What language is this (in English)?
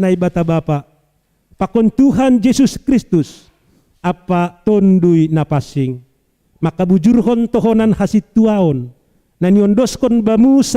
Batak Simalungun